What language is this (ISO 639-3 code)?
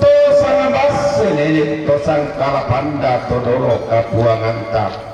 sda